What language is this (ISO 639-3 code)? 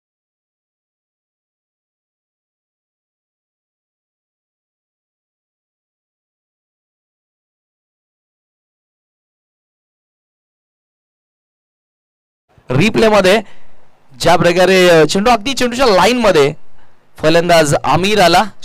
mar